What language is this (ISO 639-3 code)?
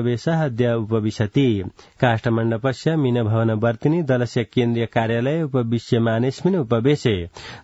san